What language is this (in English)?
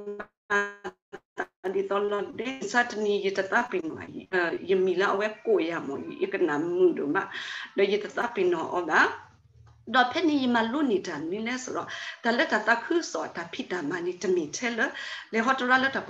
S'gaw Karen